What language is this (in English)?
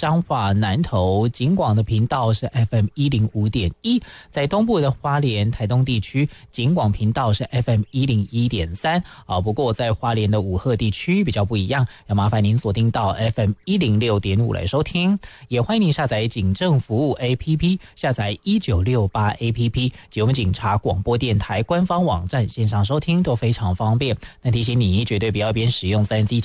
Chinese